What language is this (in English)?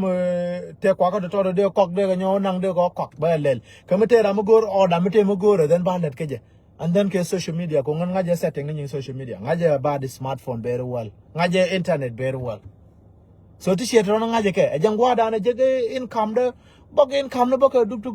Nuer